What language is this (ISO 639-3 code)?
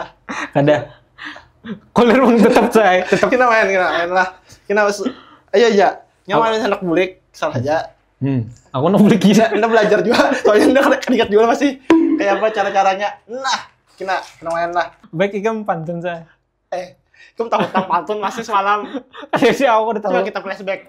bjn